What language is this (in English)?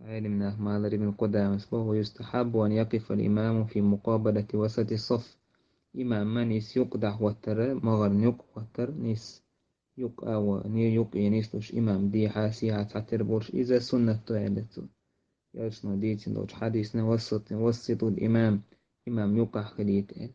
Chechen